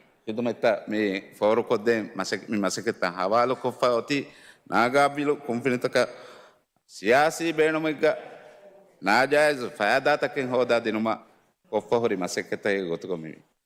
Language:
Divehi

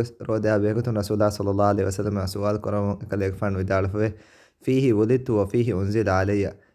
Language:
Divehi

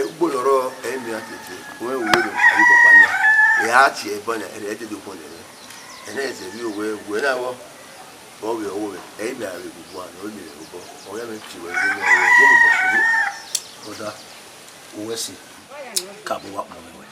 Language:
Bini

